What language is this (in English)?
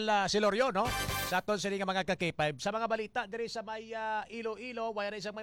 Hiligaynon